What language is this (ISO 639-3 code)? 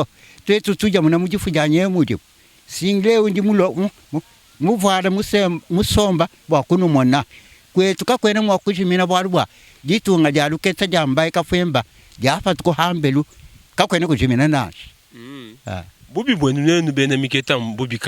lua